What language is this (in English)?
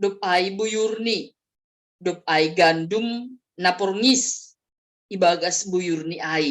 Batak Simalungun